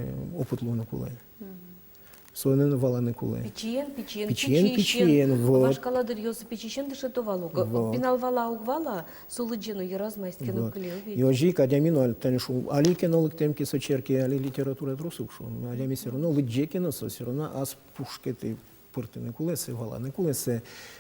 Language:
Udmurt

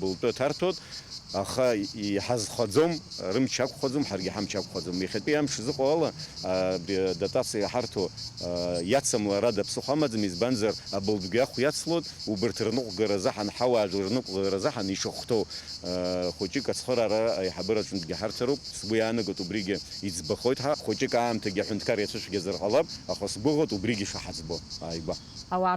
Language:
Abkhazian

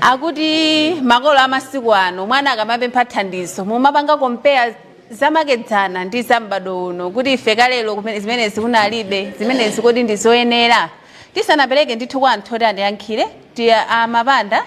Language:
Nyanja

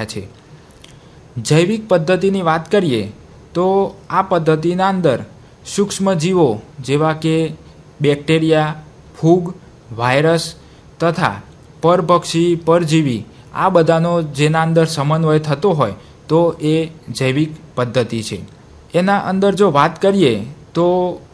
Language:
Gujarati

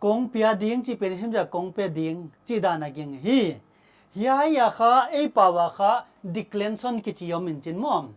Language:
Paite Chin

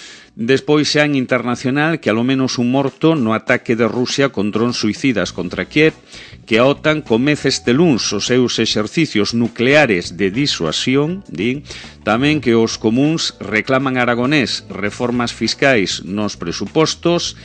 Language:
Galician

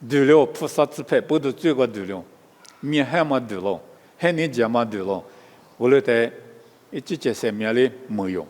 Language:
Lisu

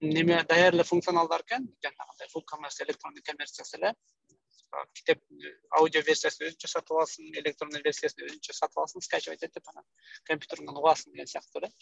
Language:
Kyrgyz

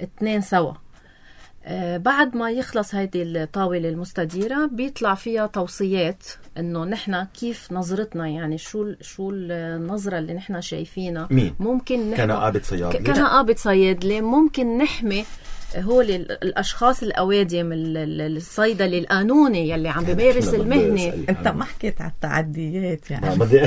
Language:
North Levantine Arabic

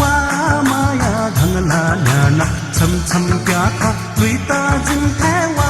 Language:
Newari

